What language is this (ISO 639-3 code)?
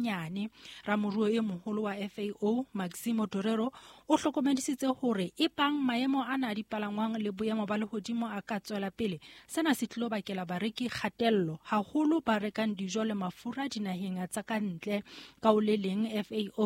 sot